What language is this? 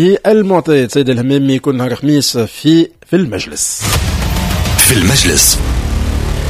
Tunisian Arabic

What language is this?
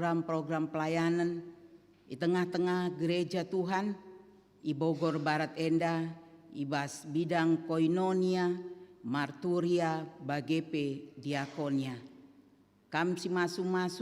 Batak Karo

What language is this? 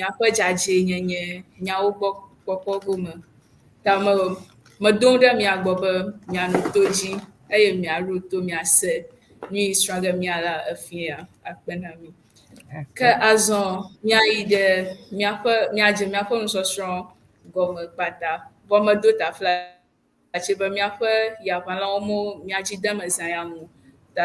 Ewe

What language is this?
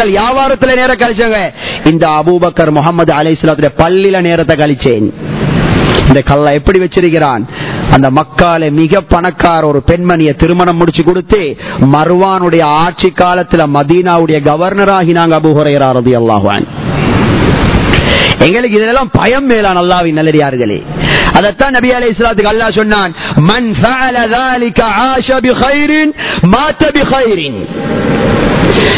Tamil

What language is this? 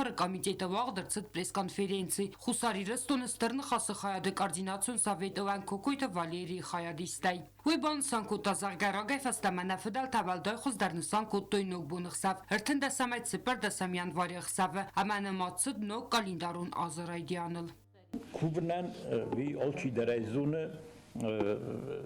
Ossetic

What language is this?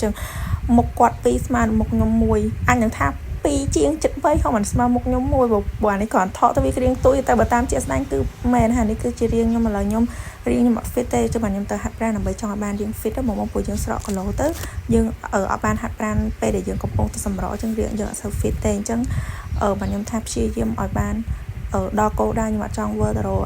Khmer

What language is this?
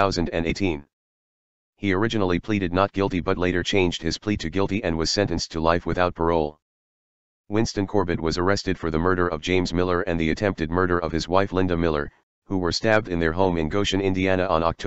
English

